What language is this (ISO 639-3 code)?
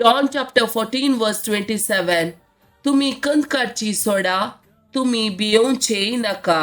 kok